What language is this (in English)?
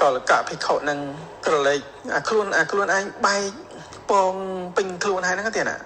Khmer